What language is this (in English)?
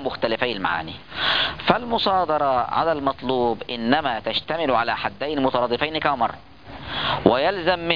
Arabic